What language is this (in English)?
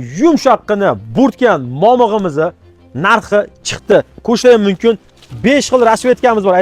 Uzbek